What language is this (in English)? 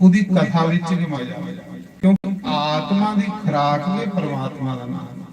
Dogri